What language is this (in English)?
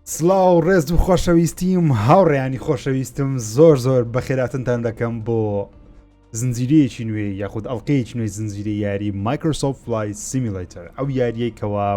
Central Kurdish